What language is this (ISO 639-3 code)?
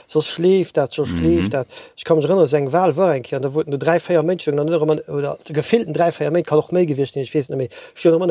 ltz